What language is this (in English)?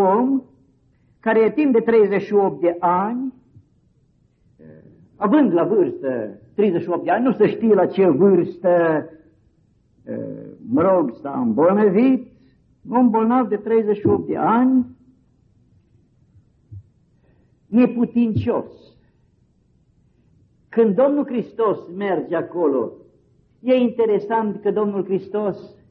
Romanian